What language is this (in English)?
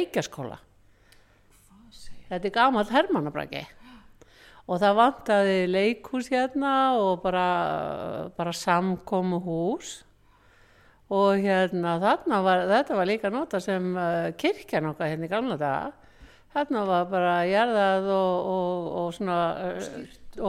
Icelandic